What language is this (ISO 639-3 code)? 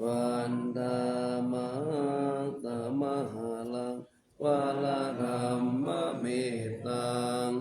pli